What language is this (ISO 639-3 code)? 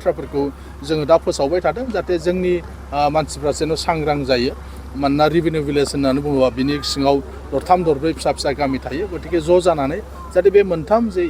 brx